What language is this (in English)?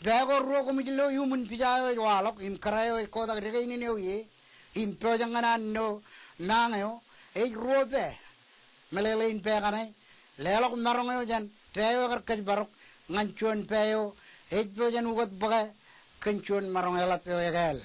Marshallese